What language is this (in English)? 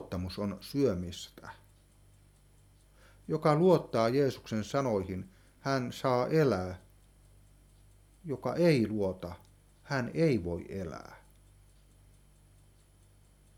Finnish